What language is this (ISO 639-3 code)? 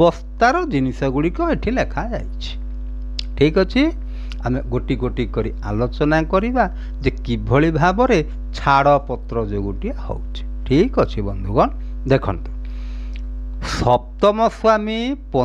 ori